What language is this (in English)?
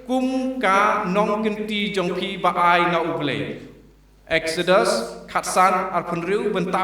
Khasi